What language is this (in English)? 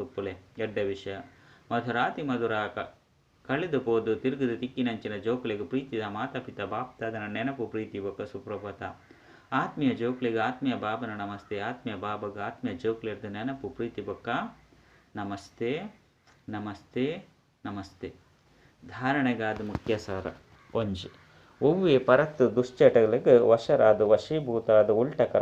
Tulu